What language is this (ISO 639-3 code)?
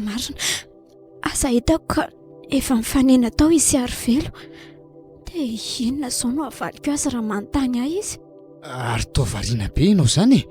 mlg